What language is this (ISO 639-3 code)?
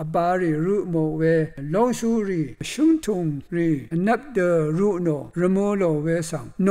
raw